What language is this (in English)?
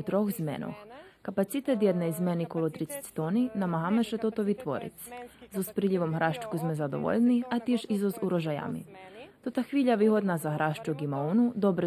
Rusyn